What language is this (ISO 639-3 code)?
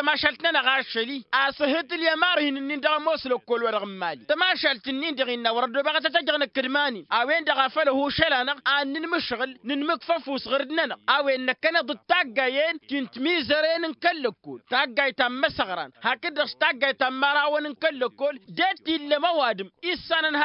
taq